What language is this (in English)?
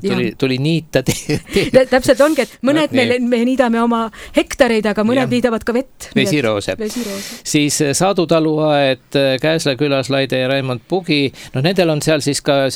Estonian